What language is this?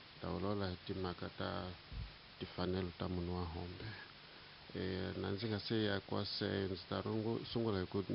Tsonga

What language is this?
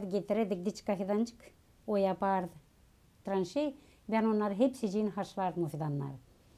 Gagauz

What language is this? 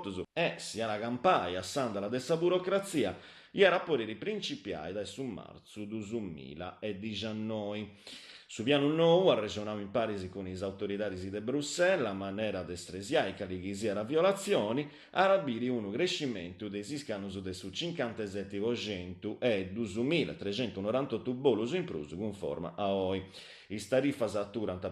Sardinian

